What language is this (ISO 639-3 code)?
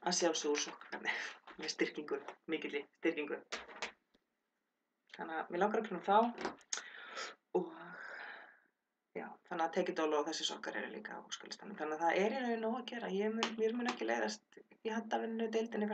isl